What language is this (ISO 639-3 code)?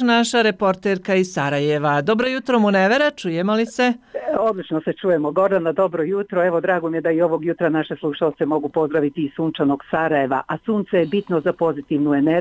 bos